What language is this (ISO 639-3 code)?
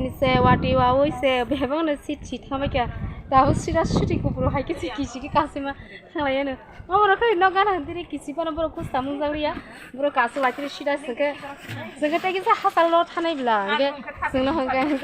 trp